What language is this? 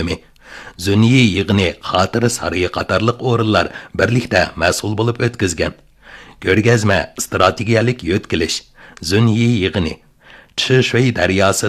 Uyghur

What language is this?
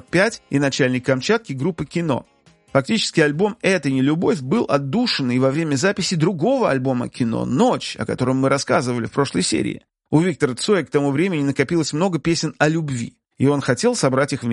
Russian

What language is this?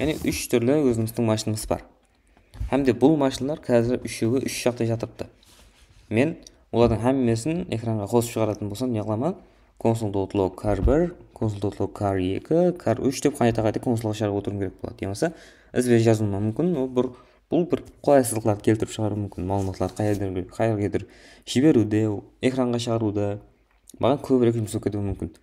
Kara-Kalpak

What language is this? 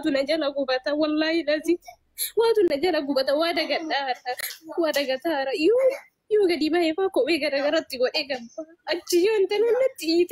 Oromo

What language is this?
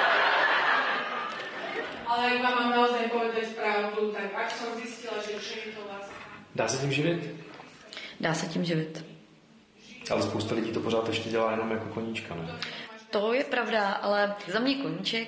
Czech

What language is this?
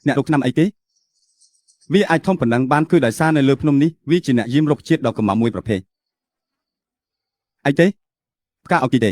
Khmer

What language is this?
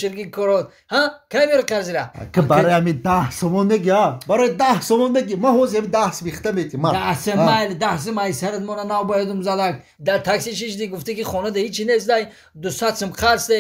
Tajik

